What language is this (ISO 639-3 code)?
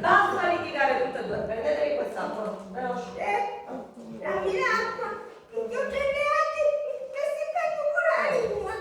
scn